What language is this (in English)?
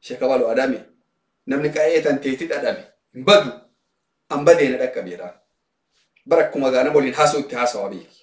Oromo